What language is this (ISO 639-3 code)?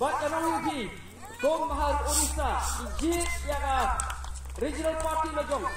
kha